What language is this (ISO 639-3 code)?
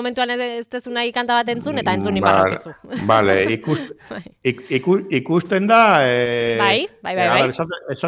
eus